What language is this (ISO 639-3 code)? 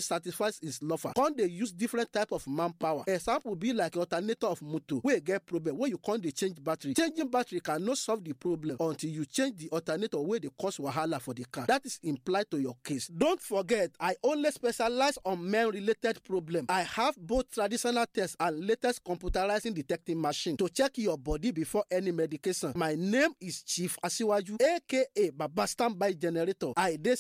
pcm